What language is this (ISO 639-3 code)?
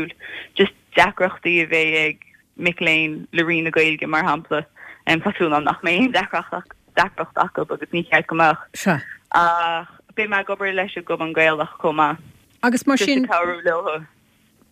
gle